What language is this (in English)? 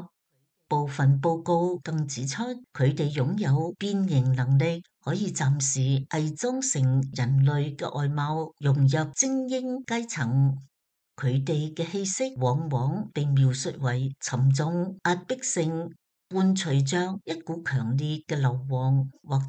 Cantonese